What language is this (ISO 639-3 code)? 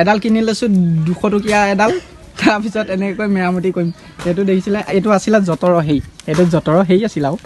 asm